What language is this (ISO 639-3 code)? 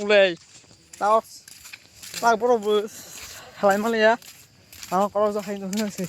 trp